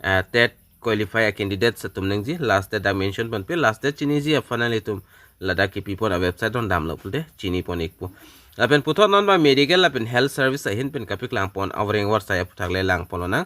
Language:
Karbi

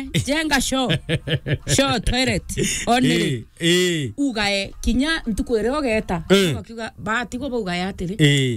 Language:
Meru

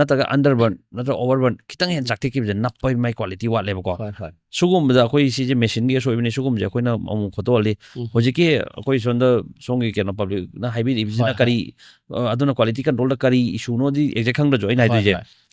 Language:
Manipuri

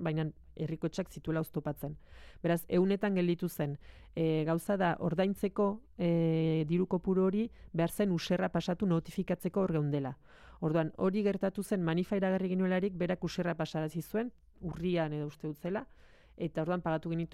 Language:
Basque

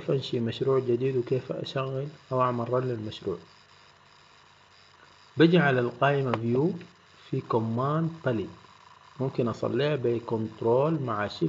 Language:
Egyptian Arabic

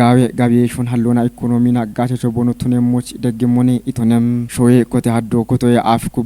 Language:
Kafa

